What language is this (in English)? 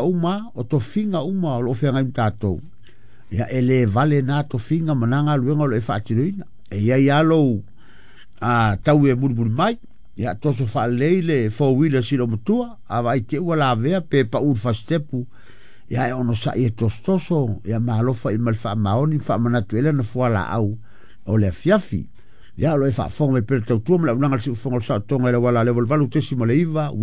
Samoan